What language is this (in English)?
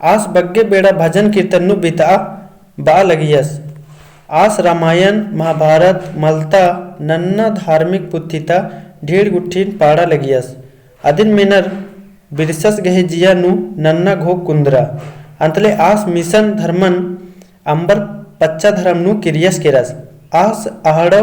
Kurukh